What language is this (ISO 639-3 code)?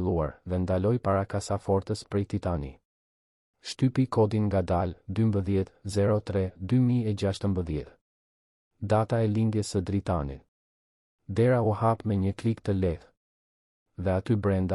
sqi